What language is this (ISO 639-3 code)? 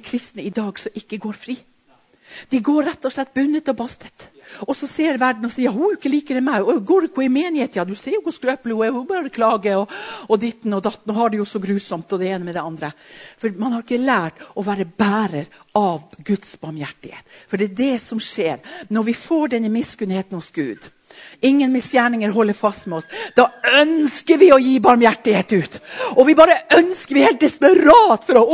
nor